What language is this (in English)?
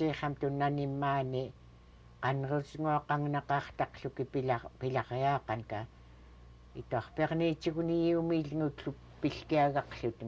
Central Yupik